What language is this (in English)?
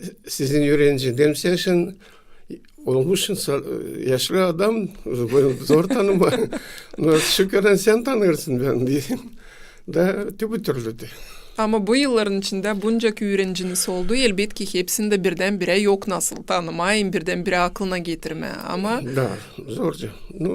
Gagauz